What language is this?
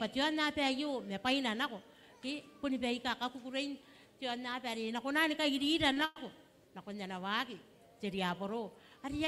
Gilbertese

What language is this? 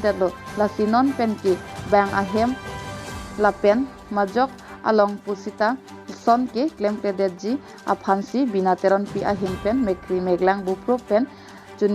Karbi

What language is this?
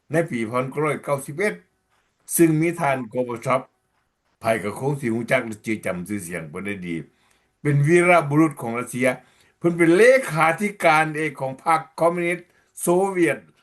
Lao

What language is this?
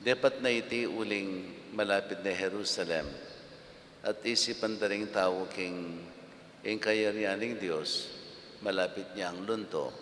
Pampanga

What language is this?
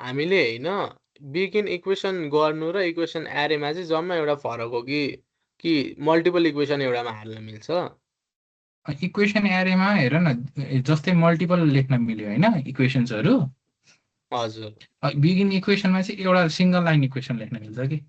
Nepali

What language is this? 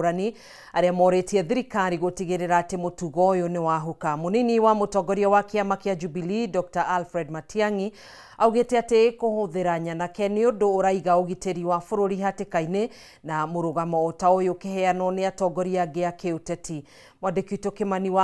Kikuyu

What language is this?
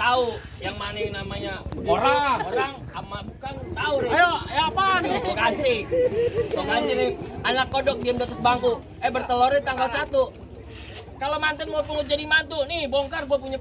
Betawi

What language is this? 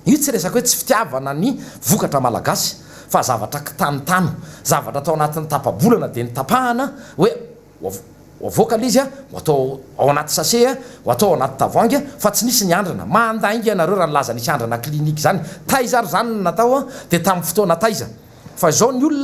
Malagasy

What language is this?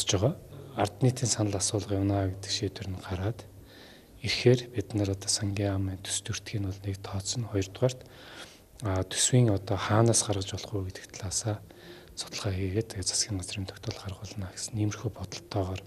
Mongolian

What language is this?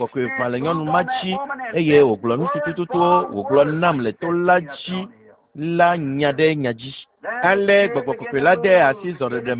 Ewe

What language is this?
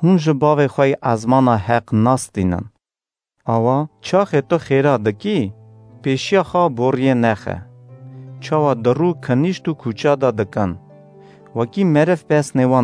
Kurdish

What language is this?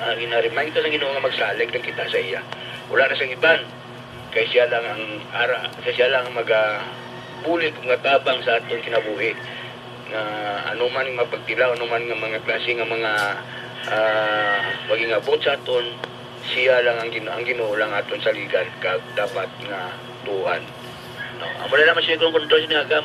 Hiligaynon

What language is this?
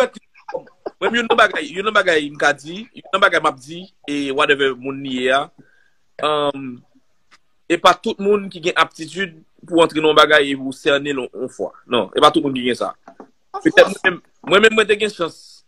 Haitian Creole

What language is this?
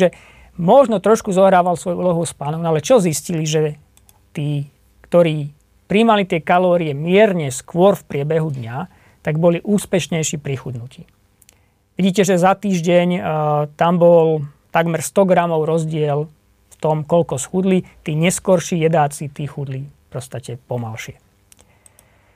Slovak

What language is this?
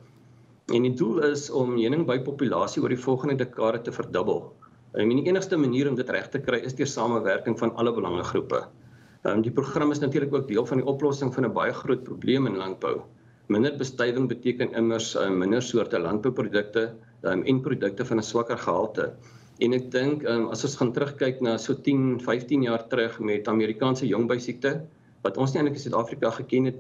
Afrikaans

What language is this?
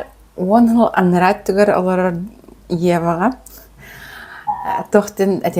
Yakut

